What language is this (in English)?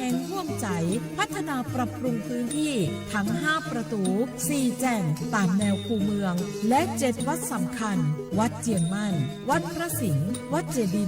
Lahu